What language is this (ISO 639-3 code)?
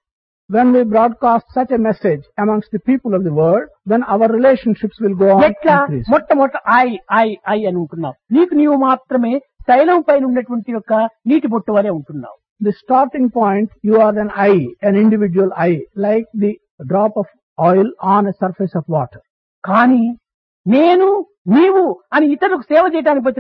tel